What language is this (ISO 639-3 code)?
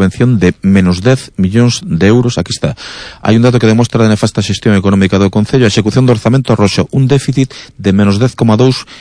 glg